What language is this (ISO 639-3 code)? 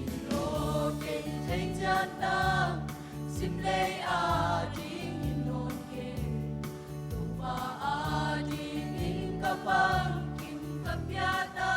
ctd